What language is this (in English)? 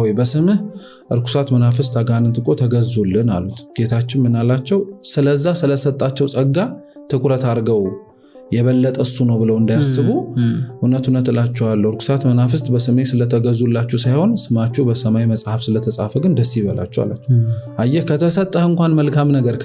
Amharic